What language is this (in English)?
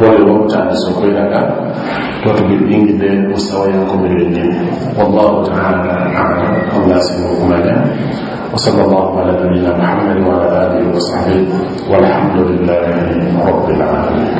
Ganda